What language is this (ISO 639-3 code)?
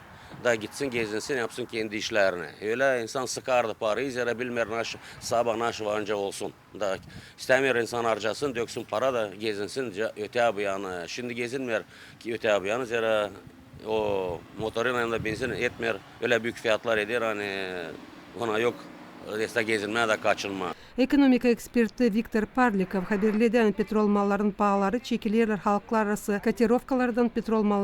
gag